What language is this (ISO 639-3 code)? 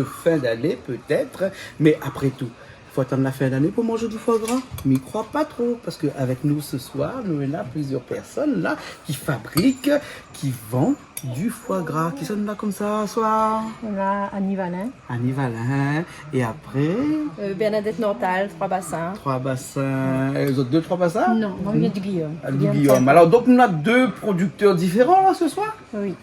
rcf